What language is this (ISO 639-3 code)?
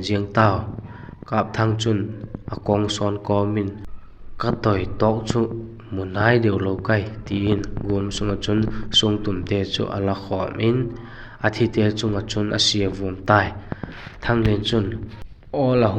vap